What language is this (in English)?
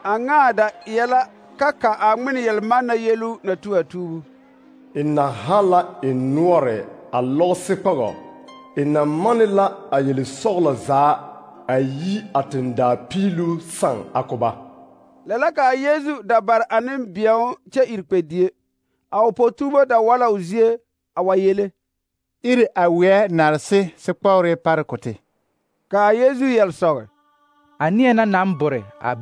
Southern Dagaare